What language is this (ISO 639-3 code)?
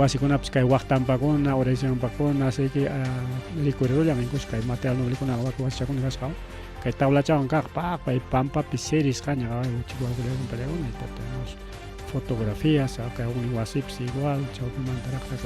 quy